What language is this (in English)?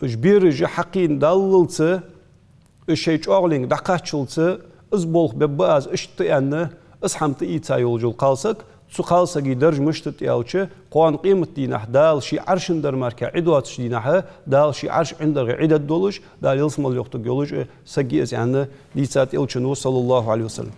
Ingush